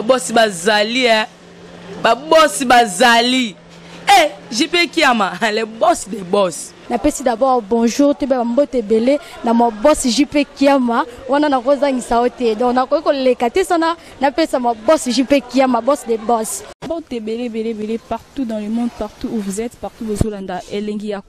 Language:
Lingala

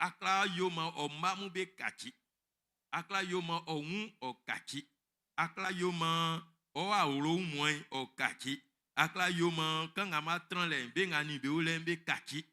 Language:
Baoulé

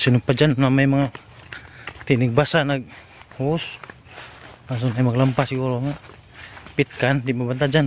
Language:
Cebuano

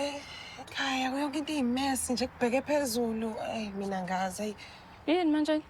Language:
Zulu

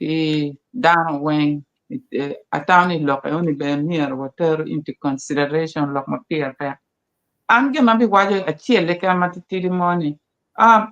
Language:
Acoli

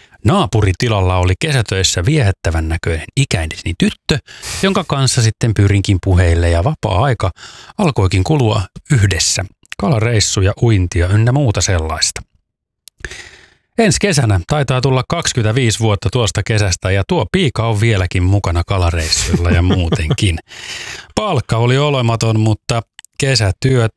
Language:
Finnish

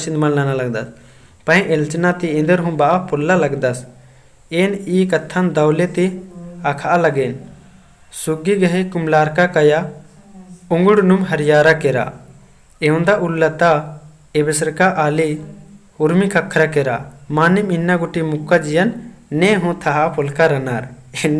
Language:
Kurukh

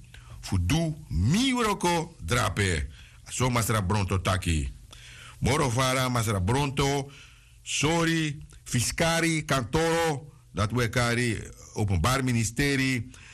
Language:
Sranan Tongo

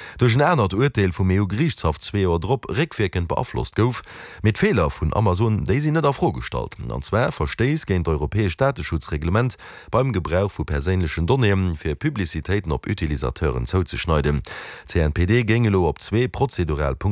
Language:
Luxembourgish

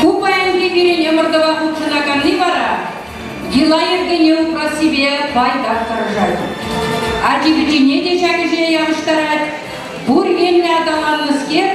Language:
Chuvash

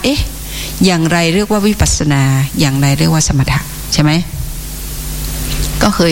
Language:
Thai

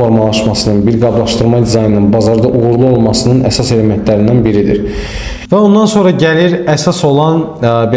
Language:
Azerbaijani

